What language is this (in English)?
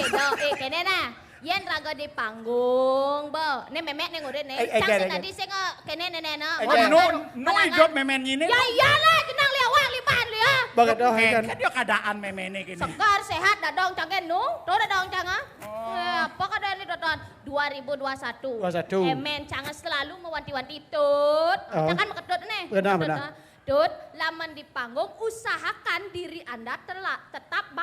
Balinese